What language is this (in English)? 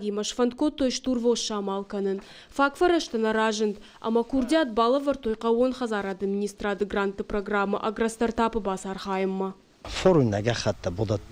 Ossetic